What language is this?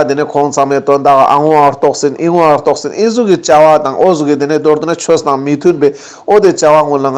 Ladakhi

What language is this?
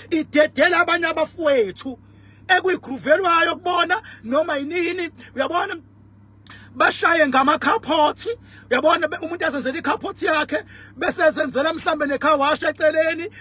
Zulu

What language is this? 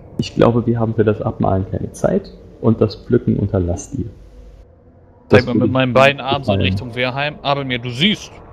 German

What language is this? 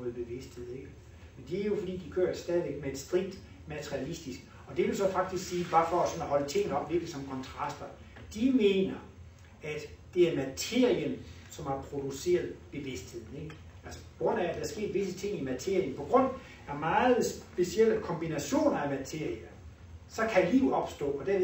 Danish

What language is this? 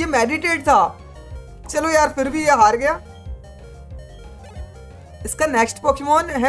Hindi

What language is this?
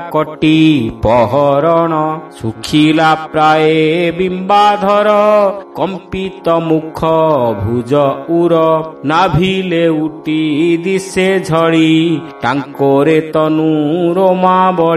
Odia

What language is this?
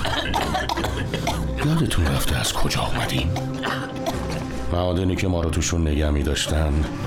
Persian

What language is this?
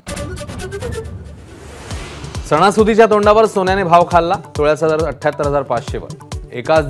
Marathi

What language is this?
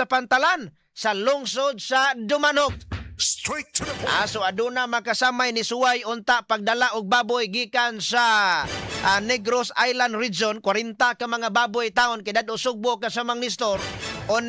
Cebuano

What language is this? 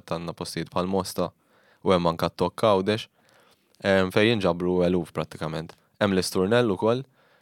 Maltese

